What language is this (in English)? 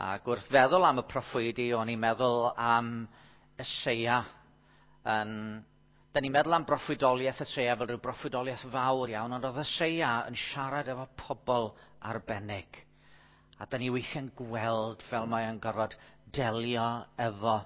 Welsh